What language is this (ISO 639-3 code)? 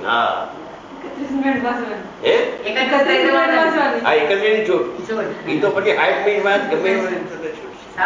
guj